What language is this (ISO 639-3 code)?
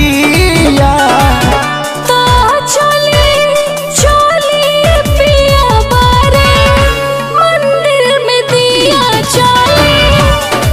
bho